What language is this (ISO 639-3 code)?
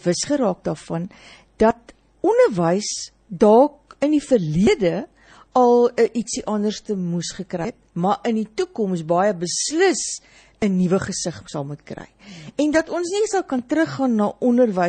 afr